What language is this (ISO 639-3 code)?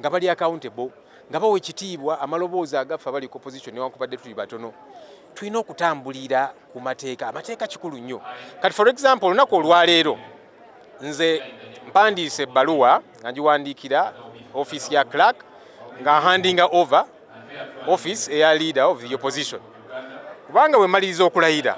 lug